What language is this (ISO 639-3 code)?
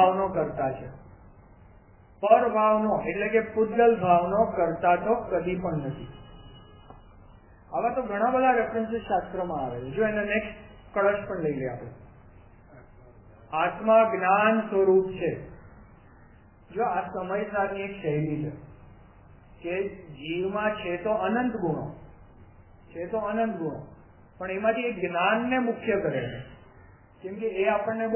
guj